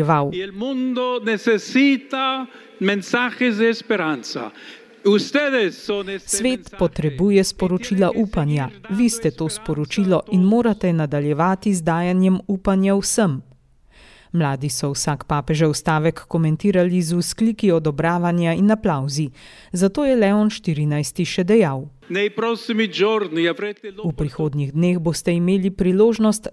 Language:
Slovenian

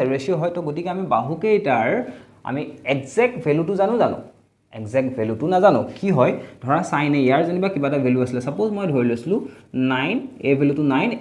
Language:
Assamese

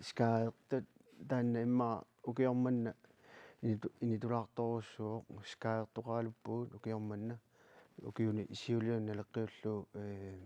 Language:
Kalaallisut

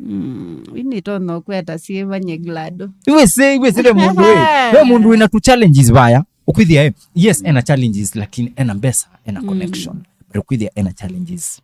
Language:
Kamba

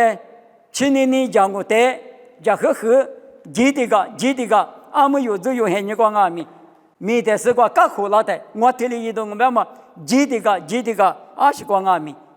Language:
Lisu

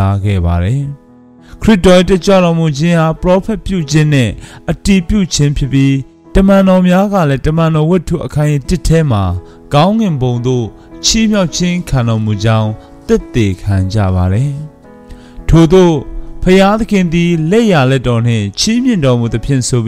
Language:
Burmese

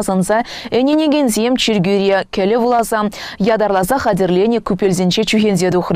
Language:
Chuvash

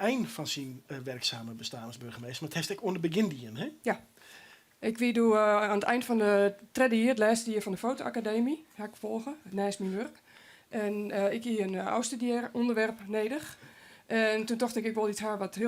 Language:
Western Frisian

